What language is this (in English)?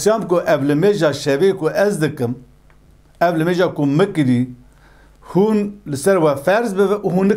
Kurdish